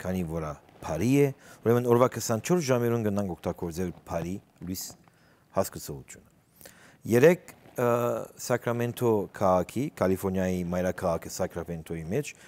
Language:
Western Armenian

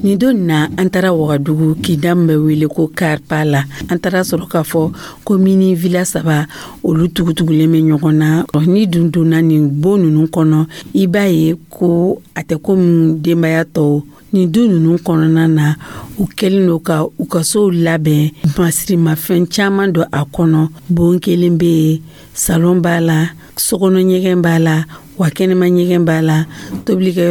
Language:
Dyula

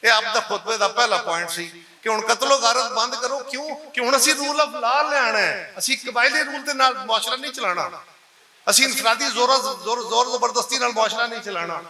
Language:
Western Panjabi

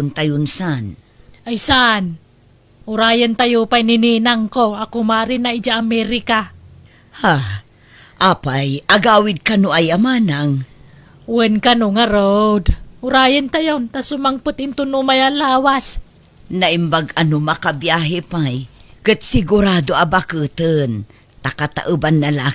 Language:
Iloko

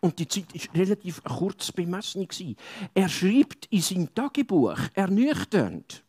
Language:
Swiss German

